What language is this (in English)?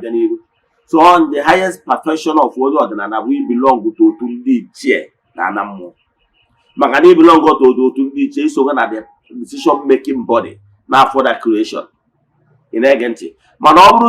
Igbo